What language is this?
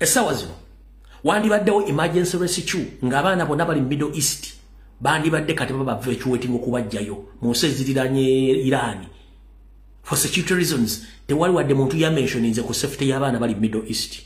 Ganda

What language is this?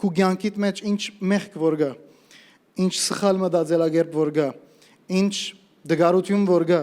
Western Armenian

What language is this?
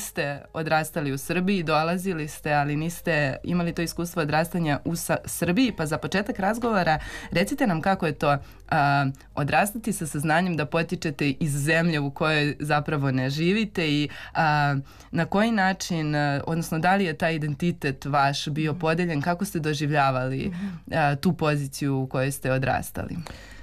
Serbian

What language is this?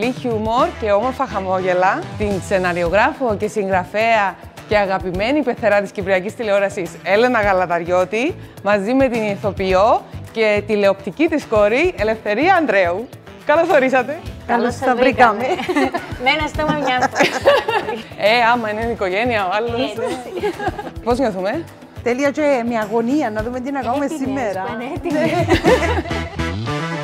Greek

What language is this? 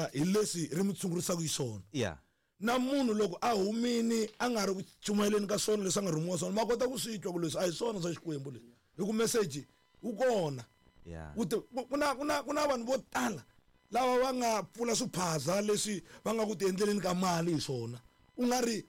Tsonga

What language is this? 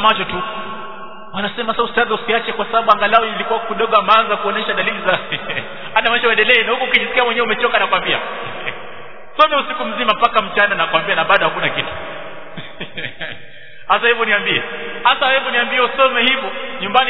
Swahili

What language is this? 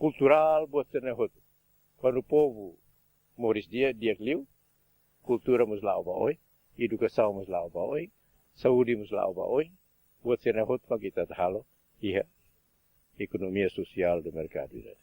Tetum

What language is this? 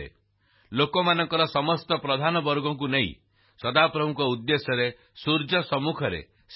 Odia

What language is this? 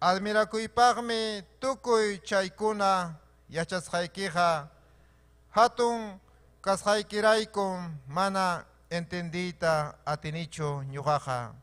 Ayacucho Quechua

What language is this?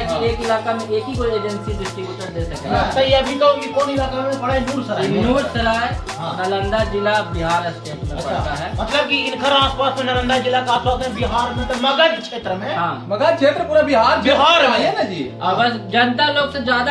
Magahi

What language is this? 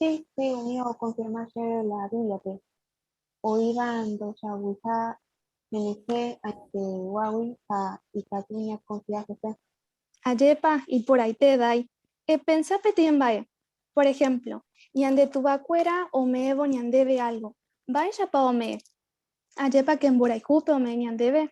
Guarani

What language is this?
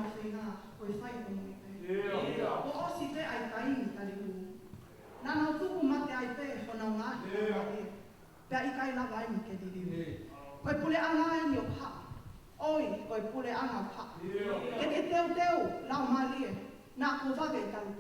Tongan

